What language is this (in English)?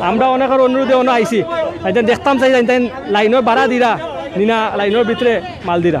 Sylheti